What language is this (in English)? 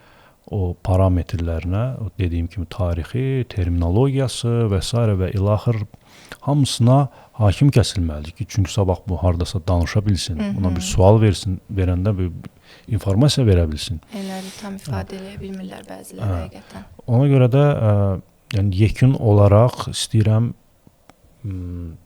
Azerbaijani